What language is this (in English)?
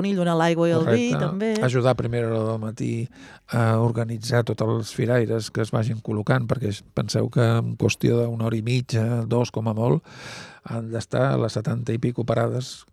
Catalan